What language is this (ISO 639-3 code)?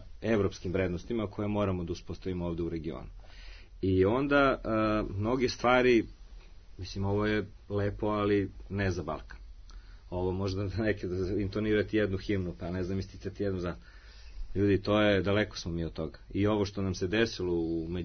srp